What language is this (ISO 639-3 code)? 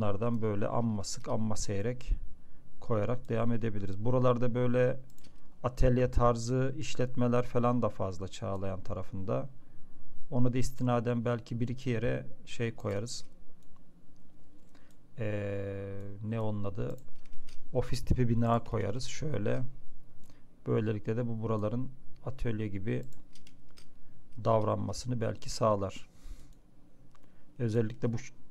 tur